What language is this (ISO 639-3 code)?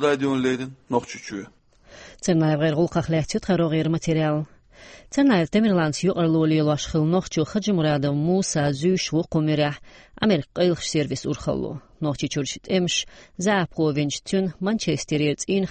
che